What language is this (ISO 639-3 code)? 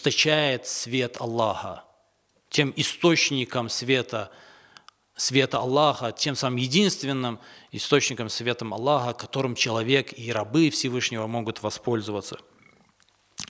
rus